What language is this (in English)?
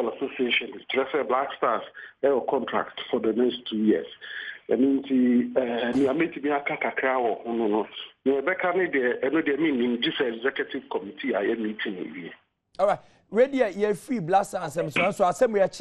Akan